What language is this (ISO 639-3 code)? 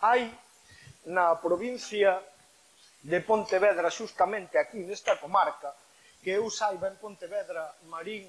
glg